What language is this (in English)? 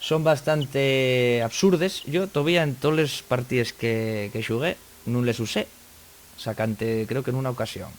Asturian